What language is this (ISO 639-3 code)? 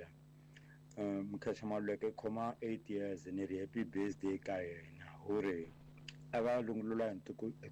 tso